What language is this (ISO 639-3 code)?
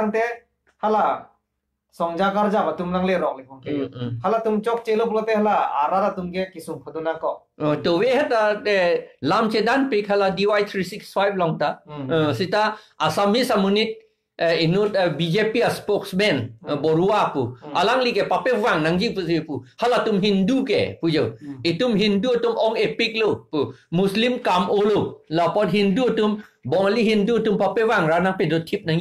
mjw